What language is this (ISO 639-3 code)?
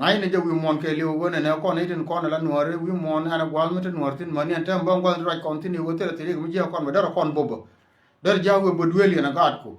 nus